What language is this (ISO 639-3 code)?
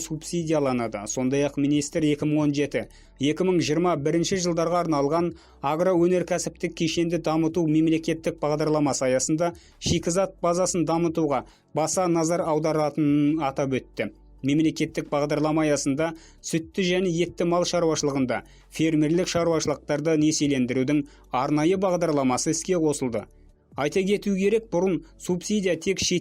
kaz